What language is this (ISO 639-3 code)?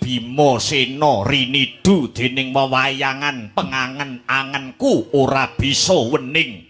jav